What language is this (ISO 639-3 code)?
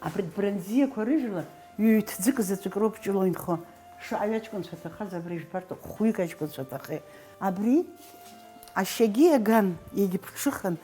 abk